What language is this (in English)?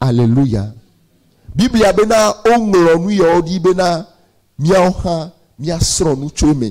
Ewe